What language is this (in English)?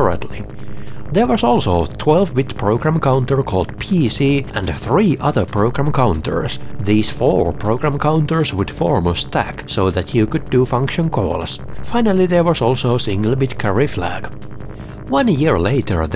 English